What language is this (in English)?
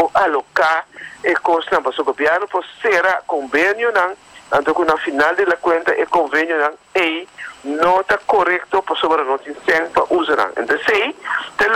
Papiamento